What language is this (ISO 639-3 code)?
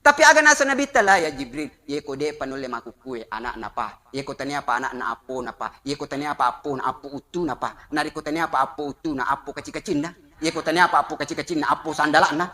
bug